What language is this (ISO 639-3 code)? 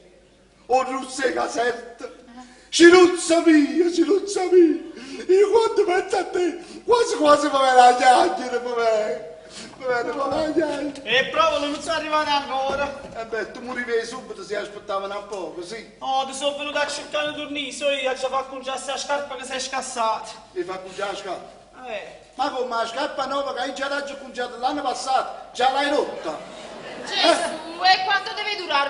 nap